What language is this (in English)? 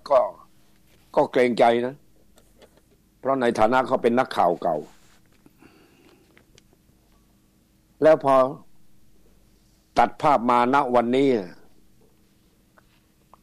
Thai